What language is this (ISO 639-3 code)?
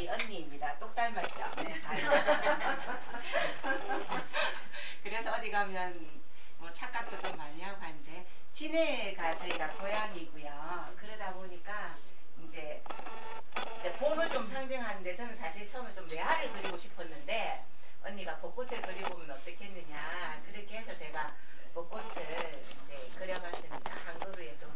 kor